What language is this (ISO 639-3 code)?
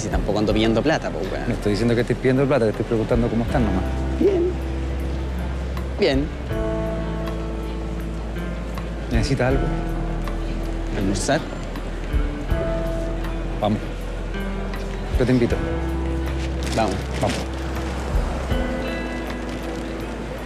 spa